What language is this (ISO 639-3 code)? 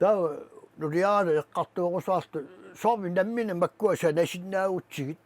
kal